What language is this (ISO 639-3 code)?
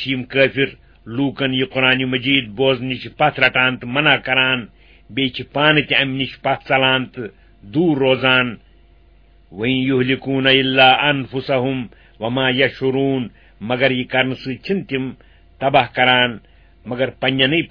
kas